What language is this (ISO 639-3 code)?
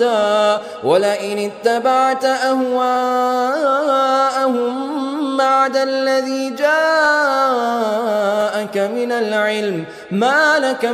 ara